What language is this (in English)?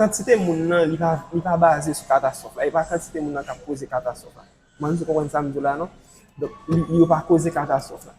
Haitian Creole